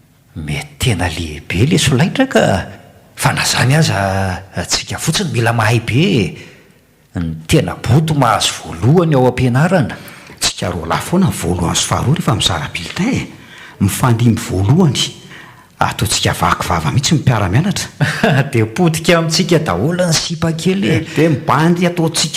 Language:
Malagasy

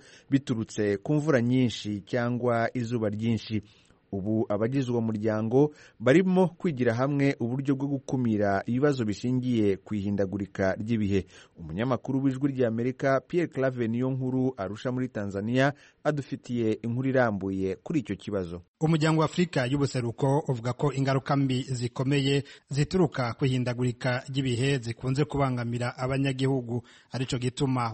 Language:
Kinyarwanda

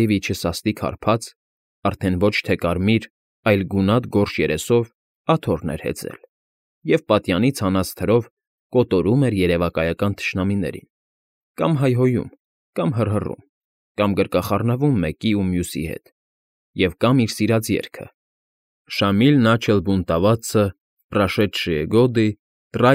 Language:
Armenian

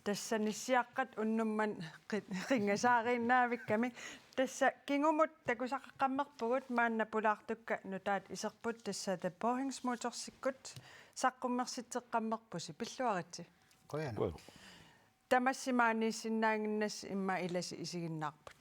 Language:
Kalaallisut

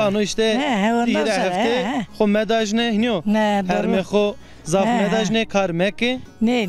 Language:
Zaza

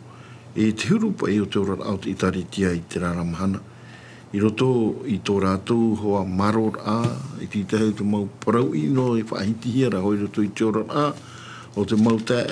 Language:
Tahitian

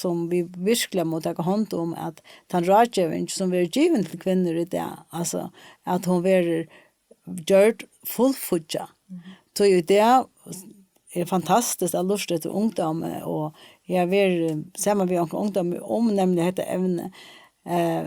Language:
Faroese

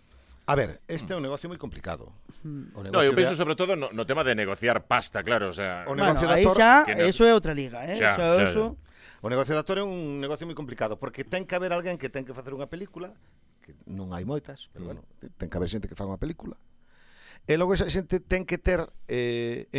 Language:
Galician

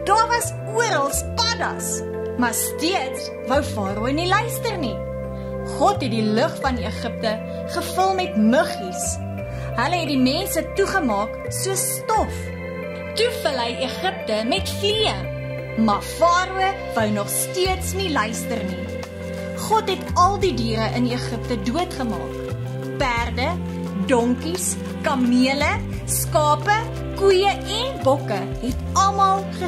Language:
Afrikaans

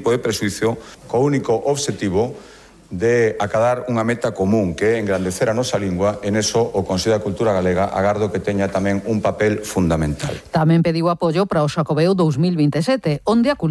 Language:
Galician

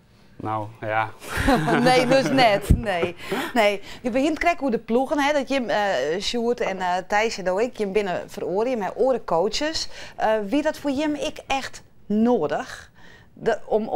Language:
Western Frisian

